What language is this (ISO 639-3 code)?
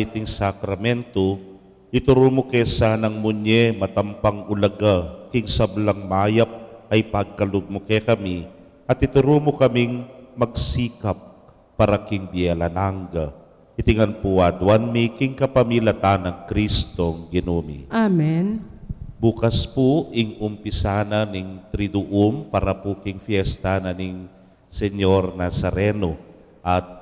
pam